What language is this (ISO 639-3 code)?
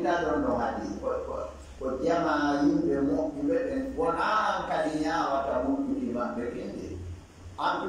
ful